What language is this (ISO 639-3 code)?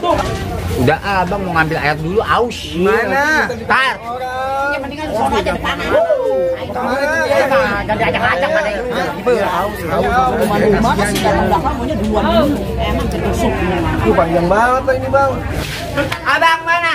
bew